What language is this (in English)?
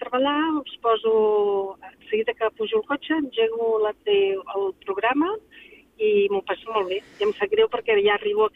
Catalan